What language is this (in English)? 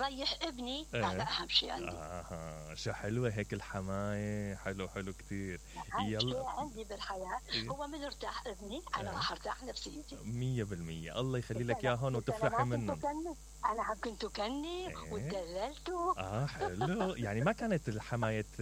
Mesopotamian Arabic